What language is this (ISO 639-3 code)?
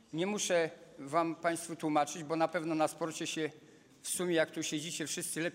pol